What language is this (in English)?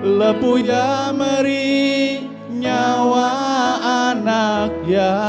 Iban